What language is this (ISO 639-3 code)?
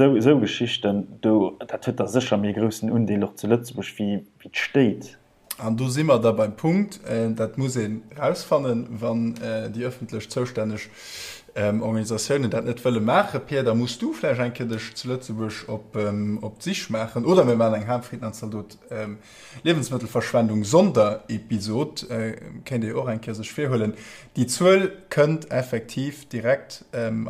ltz